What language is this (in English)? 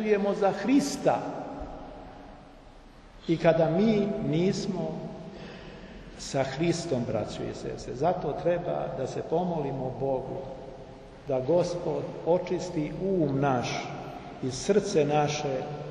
Serbian